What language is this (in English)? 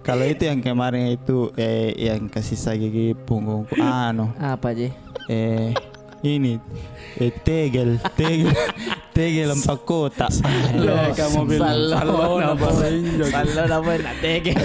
Makassar Malay